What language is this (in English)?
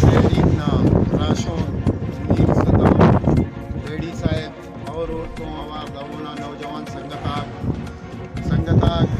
Brahui